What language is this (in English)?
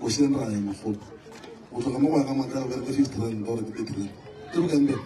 Northern Sotho